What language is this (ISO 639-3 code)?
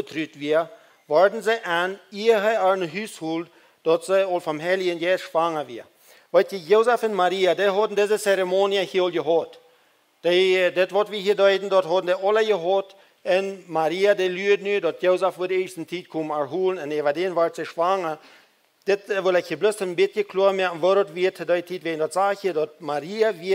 pdt